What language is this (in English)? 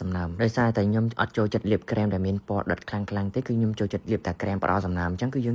Khmer